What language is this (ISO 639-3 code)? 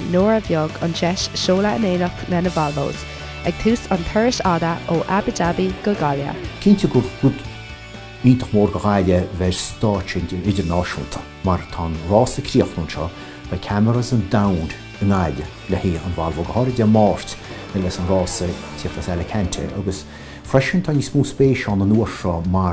gle